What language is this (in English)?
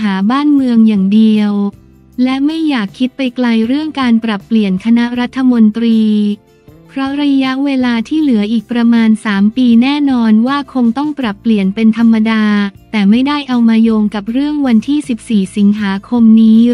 Thai